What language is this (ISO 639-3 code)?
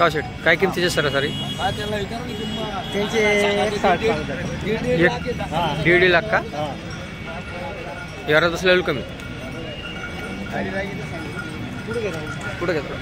mar